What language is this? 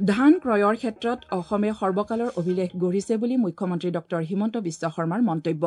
Assamese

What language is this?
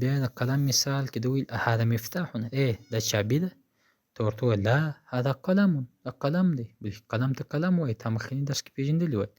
Pashto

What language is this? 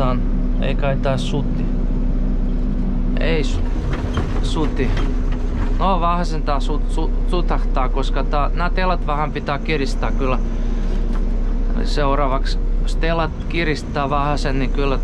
Finnish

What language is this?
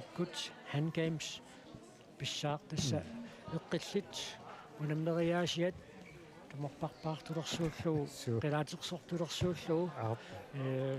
Kalaallisut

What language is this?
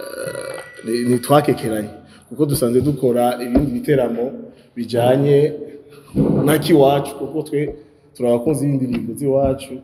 Rundi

